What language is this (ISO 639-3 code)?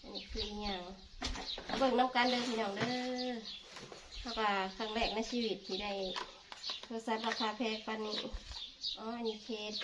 tts